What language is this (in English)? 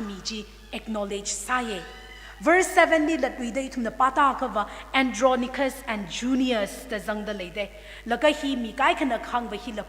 Tangkhul Naga (India)